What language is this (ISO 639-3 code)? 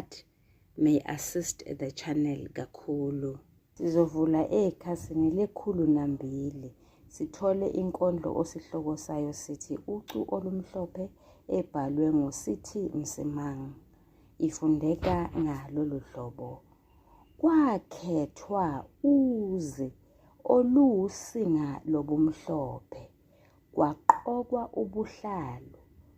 zul